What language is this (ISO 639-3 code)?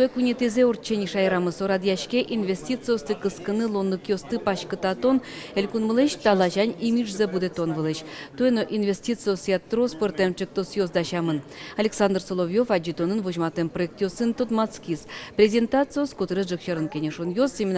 udm